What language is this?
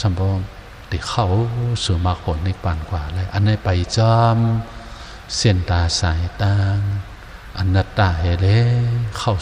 Shan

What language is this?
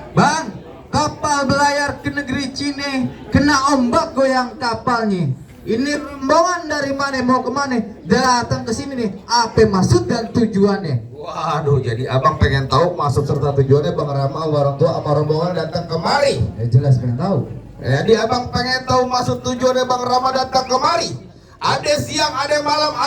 Betawi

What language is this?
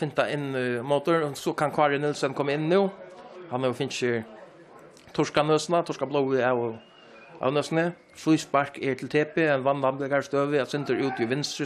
Faroese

